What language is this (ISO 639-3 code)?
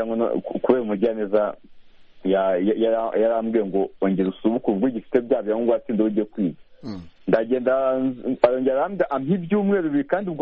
kin